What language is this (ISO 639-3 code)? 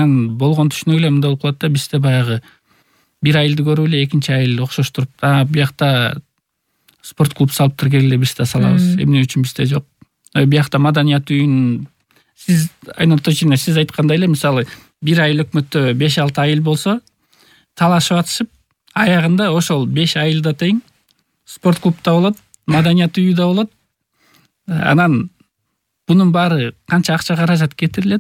kir